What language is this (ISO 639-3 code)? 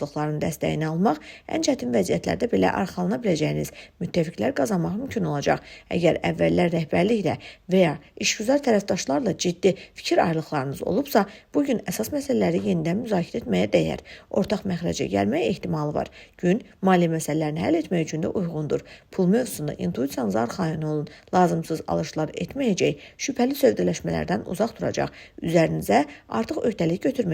aze